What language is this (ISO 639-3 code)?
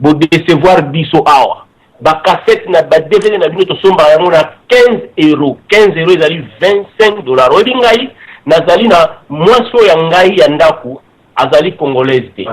lin